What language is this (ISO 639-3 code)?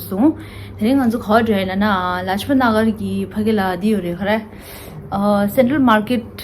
bod